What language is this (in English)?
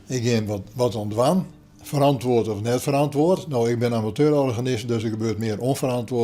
Western Frisian